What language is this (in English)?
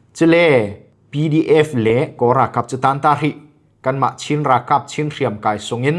Falam Chin